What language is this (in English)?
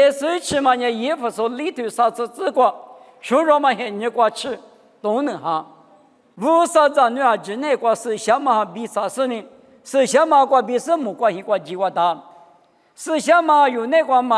Lisu